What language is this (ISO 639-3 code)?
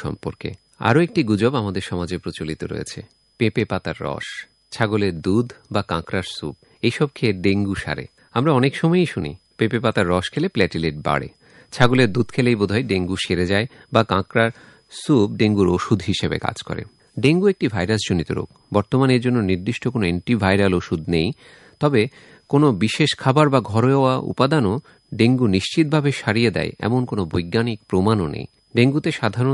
ben